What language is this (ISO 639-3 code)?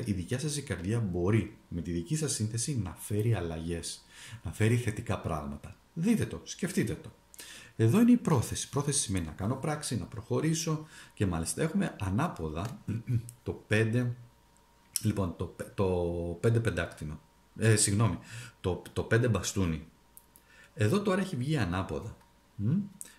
ell